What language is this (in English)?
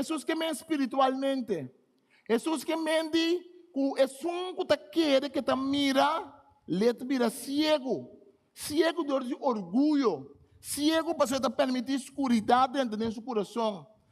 Papiamento